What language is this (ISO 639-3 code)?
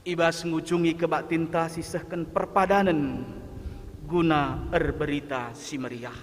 btx